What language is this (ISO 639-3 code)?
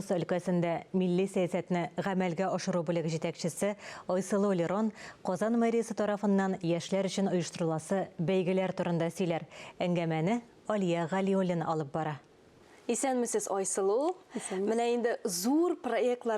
tat